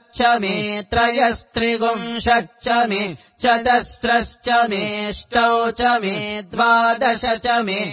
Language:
Sanskrit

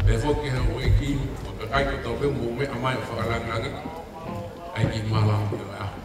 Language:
Tongan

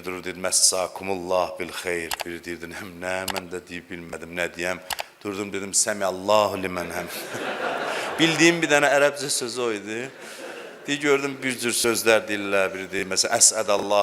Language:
Azerbaijani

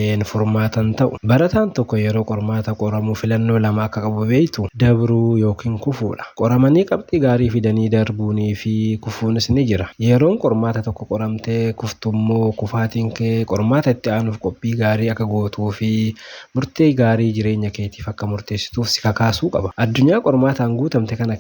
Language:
Oromo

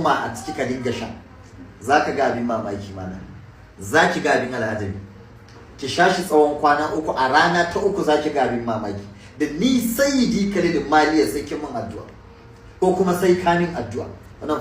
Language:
Hausa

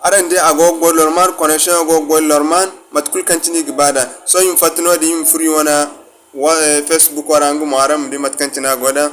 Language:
Zarma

